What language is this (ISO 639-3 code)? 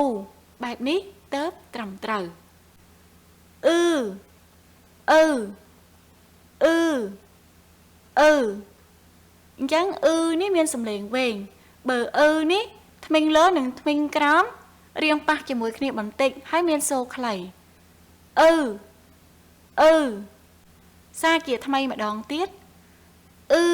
khm